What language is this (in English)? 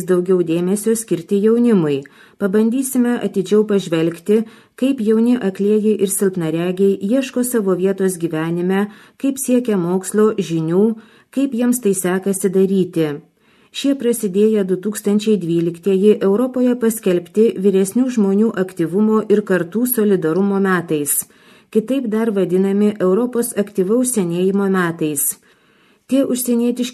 Lithuanian